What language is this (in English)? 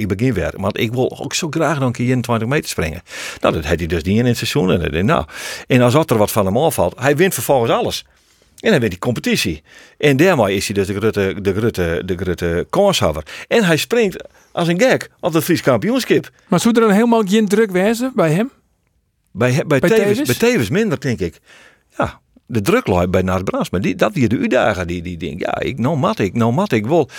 Western Frisian